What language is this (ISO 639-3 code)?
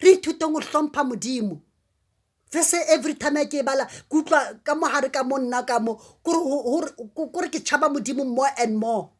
sot